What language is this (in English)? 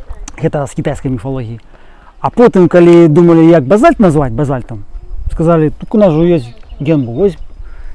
Belarusian